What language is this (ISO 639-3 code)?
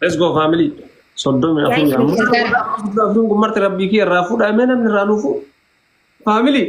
orm